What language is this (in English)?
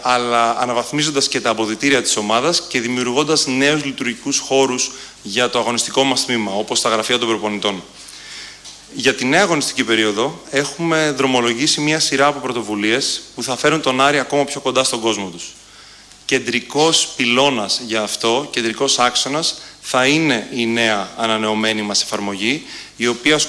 Greek